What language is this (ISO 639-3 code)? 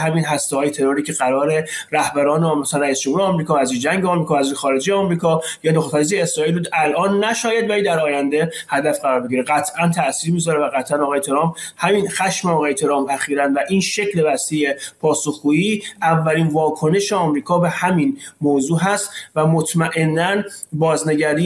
fas